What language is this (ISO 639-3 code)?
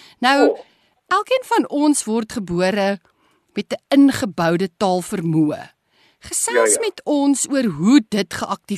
afr